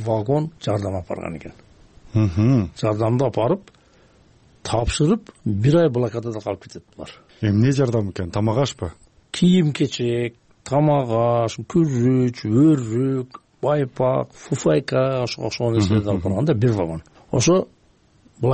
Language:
Kyrgyz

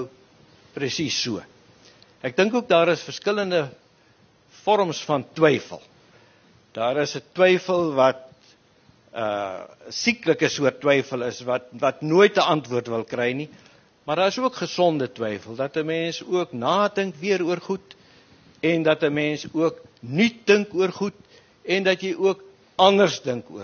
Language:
Afrikaans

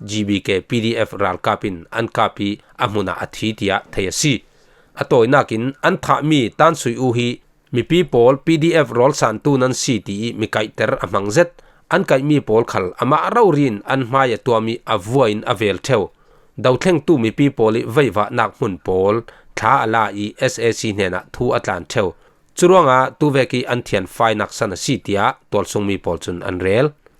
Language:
Falam Chin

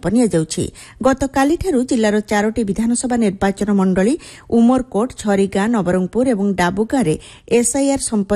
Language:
Odia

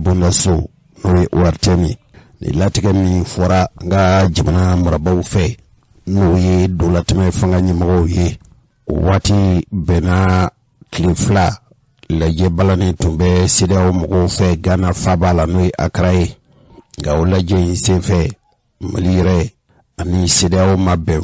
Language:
Bambara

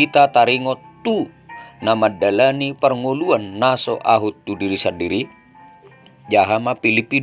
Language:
Batak Toba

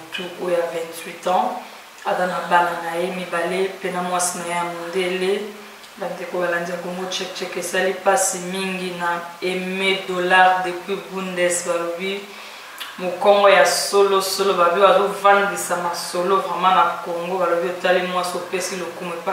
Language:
Lingala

